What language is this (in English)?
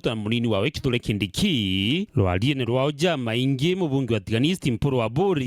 Meru